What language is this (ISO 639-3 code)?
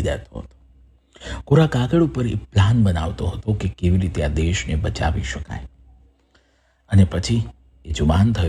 guj